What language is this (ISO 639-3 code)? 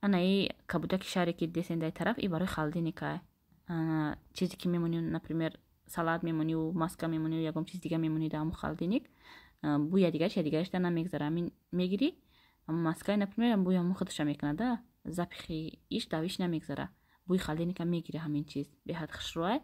tgk